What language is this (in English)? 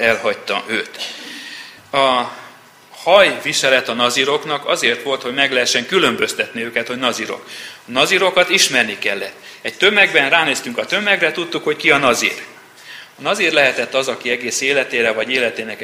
Hungarian